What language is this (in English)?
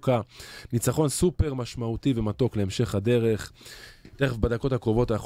Hebrew